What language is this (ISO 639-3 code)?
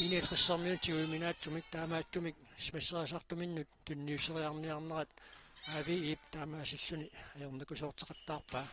kal